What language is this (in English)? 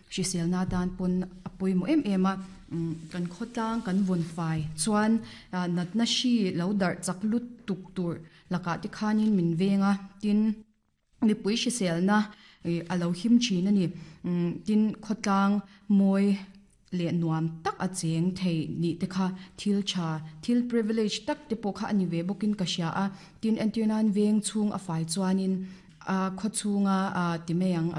Mizo